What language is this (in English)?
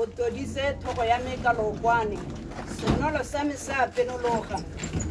Tswana